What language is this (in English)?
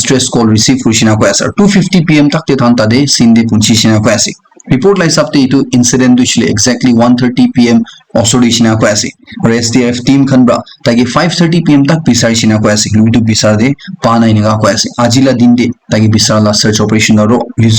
Naga Pidgin